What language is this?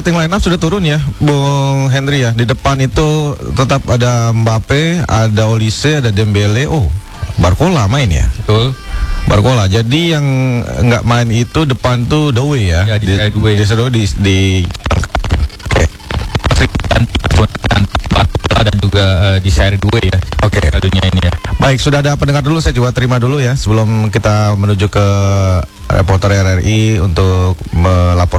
Indonesian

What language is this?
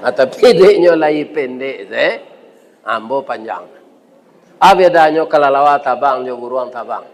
Minangkabau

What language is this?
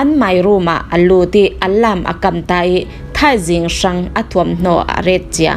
Falam Chin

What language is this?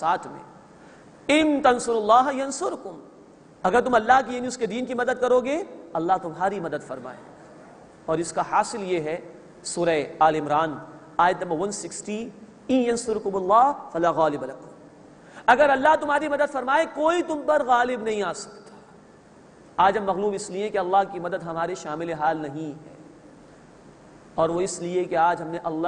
Urdu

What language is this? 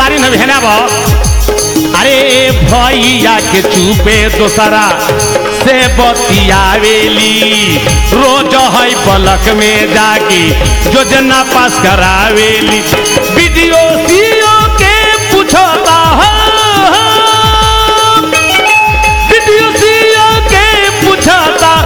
Bhojpuri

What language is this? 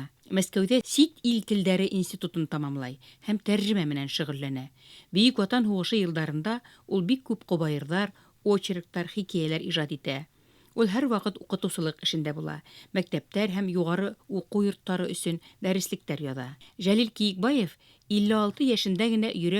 Bashkir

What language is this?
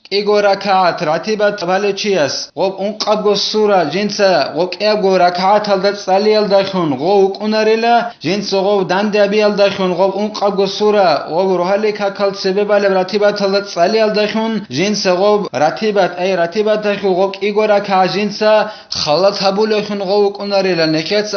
Avaric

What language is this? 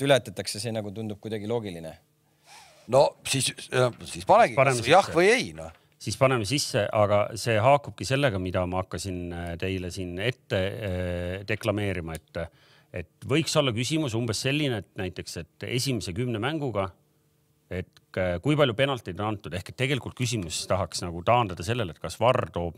Estonian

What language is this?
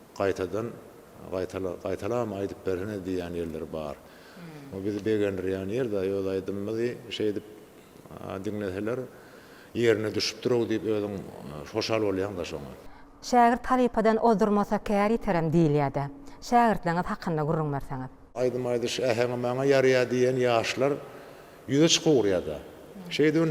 Turkmen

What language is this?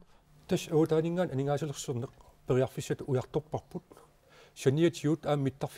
Kalaallisut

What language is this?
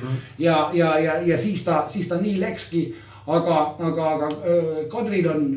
Estonian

